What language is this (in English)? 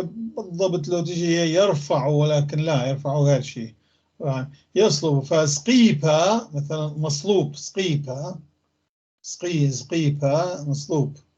North Levantine Arabic